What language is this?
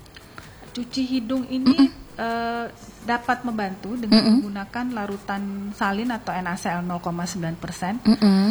Indonesian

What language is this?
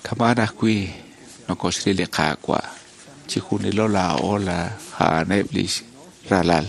Kekchí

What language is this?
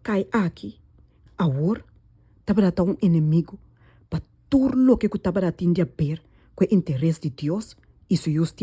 Papiamento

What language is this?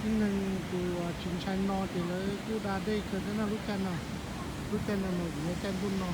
Hmong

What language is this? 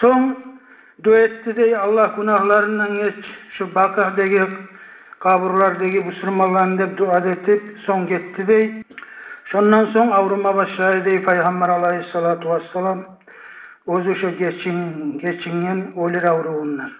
Kumyk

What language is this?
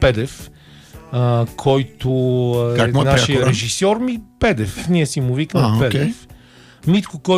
Bulgarian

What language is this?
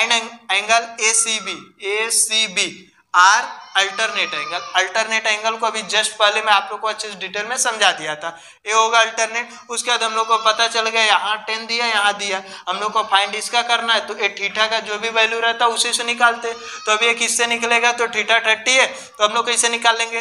Hindi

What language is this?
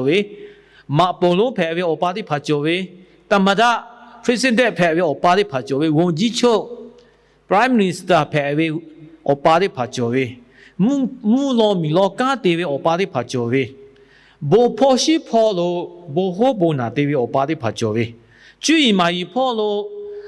Lahu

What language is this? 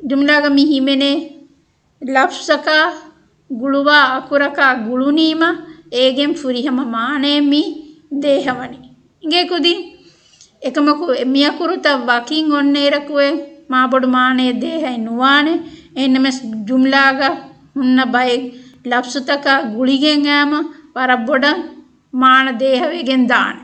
Divehi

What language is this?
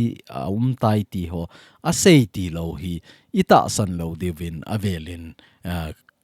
Thado Chin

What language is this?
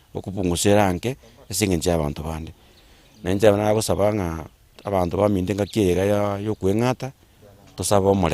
Gusii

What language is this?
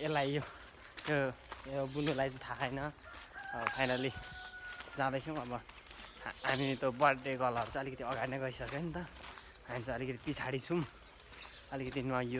Nepali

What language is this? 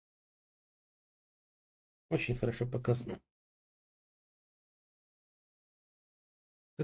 Russian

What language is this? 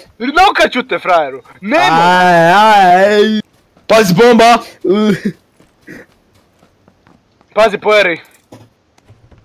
Croatian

